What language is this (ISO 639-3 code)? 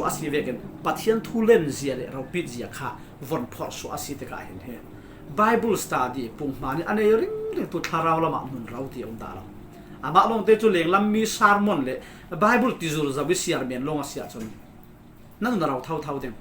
cfm